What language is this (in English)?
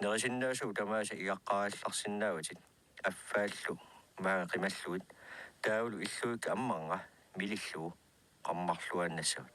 Kalaallisut